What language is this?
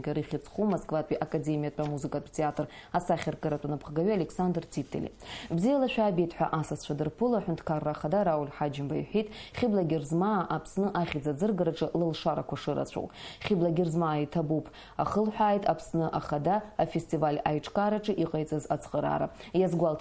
Abkhazian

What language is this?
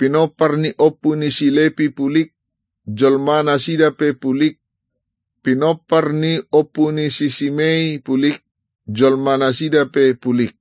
Batak Toba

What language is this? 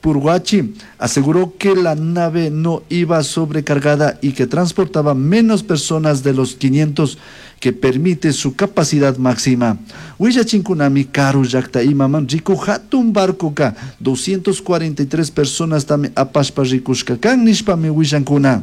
Chimborazo Highland Quichua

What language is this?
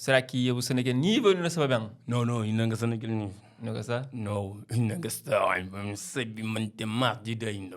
Kabuverdianu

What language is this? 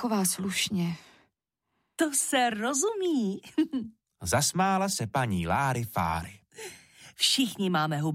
Czech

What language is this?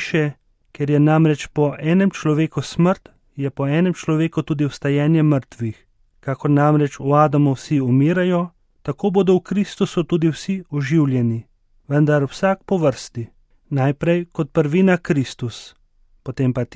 Slovenian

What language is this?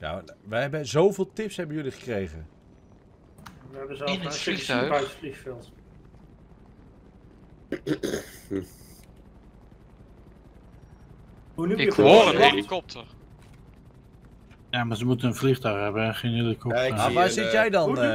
Dutch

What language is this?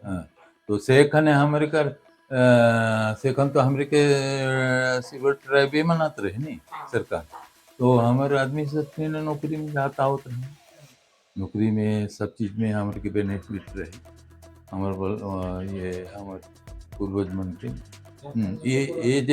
Sadri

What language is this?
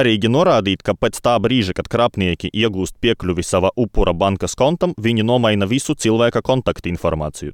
Latvian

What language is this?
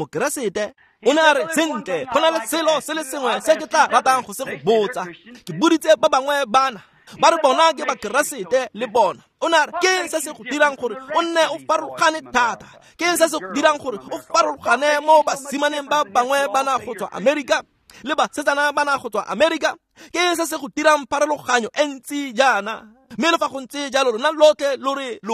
Tswana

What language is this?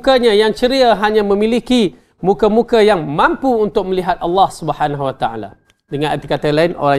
Malay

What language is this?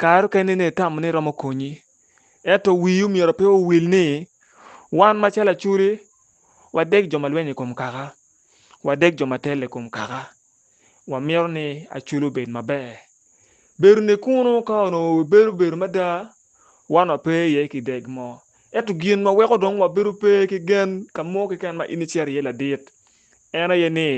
Acoli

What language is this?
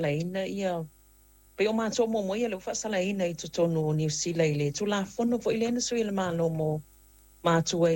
Samoan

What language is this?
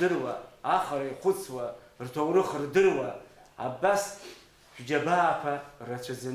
Abkhazian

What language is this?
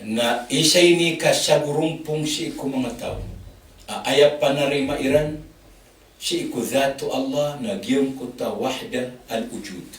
Maranao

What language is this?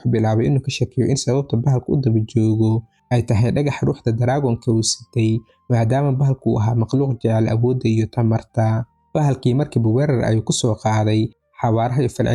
Somali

